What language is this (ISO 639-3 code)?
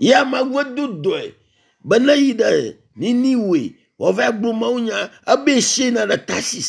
ewe